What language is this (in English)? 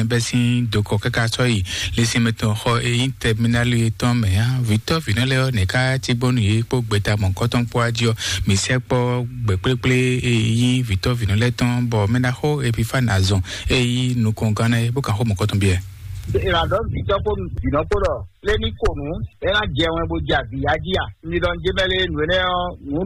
Fon